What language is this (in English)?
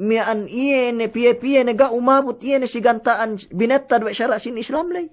Yakan